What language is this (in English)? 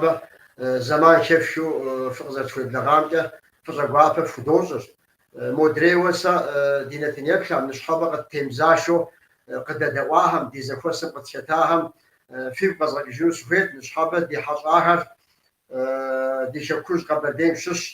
Kabardian